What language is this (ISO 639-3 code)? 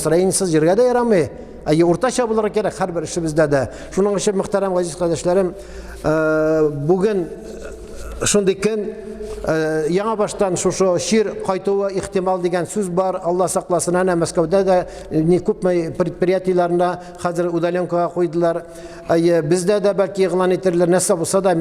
tat